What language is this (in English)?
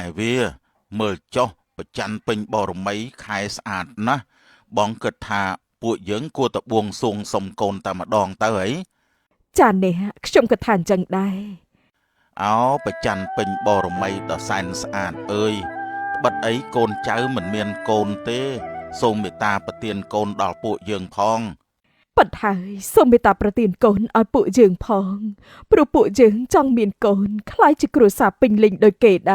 Khmer